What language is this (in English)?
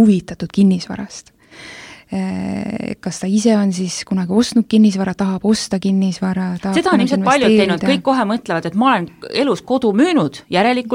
Estonian